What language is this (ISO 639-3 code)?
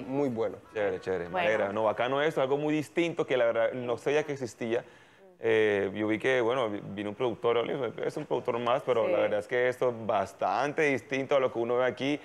spa